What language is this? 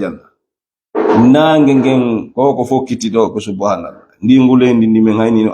Fula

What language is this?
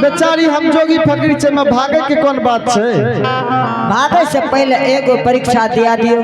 Angika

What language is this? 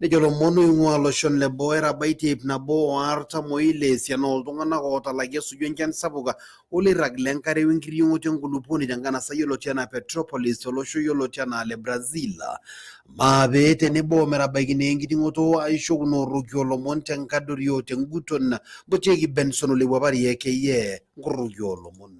Masai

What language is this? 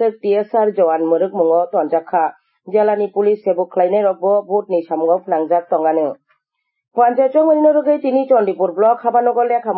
Kok Borok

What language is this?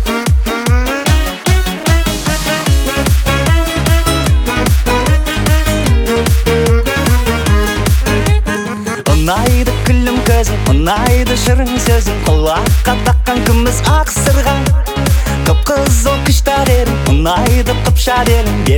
Kazakh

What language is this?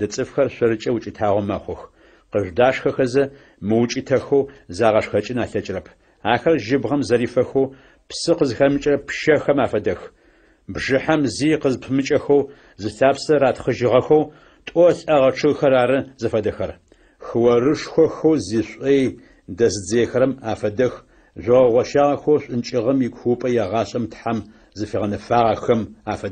Adyghe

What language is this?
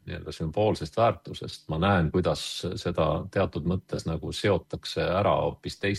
Estonian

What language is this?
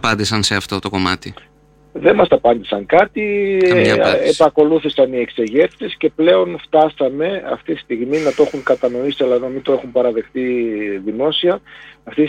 Greek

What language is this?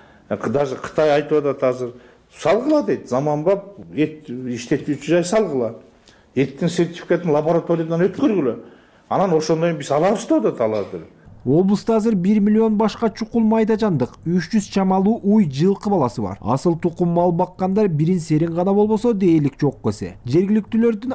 Kyrgyz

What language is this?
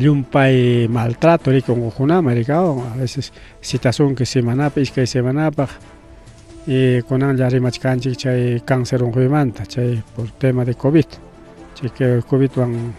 Ayacucho Quechua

